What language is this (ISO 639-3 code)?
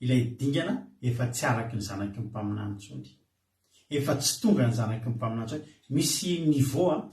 mlg